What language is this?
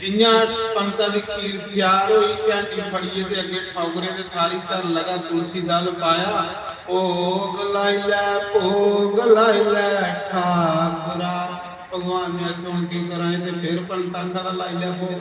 Dogri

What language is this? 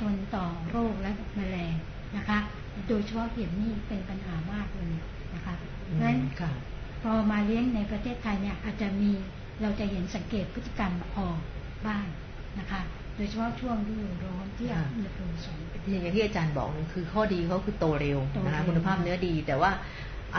Thai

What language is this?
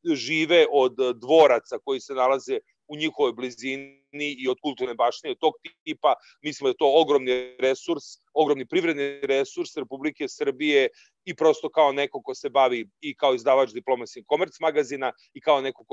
Serbian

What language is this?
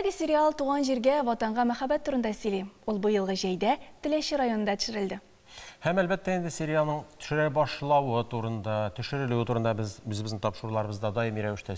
Tatar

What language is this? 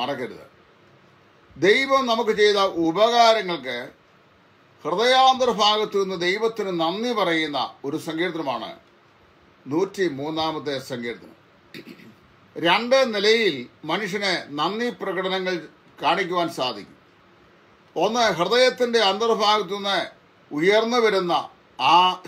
Malayalam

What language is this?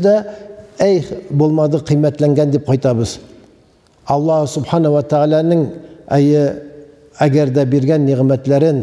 Tatar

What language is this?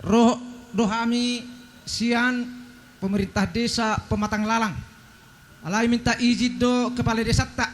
Batak Toba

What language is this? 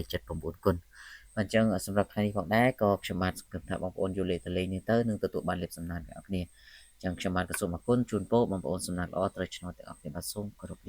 Khmer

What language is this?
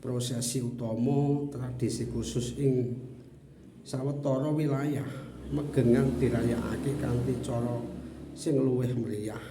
Javanese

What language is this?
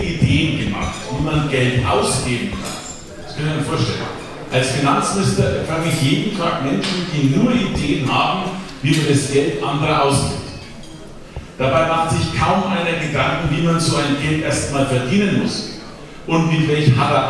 German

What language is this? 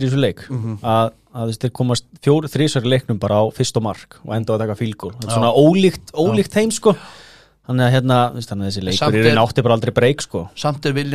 Icelandic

